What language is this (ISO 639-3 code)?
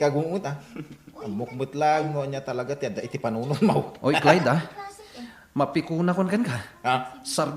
ilo